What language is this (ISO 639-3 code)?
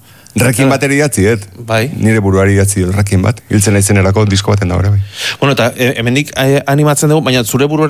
eus